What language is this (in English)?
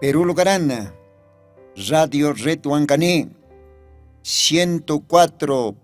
Aymara